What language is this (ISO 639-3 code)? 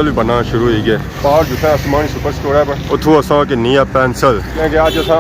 phr